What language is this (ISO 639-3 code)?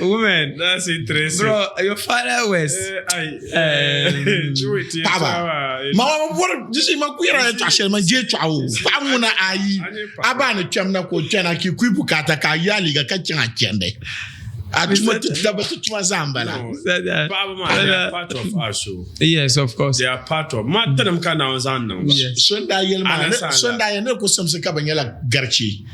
dag